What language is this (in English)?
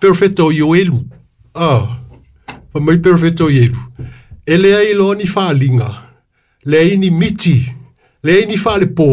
Samoan